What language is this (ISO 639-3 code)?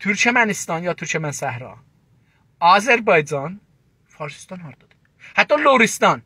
azb